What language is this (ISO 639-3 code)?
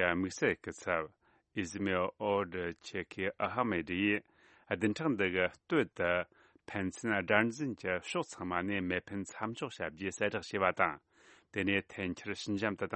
bod